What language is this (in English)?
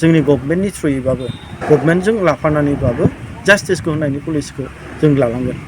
Bodo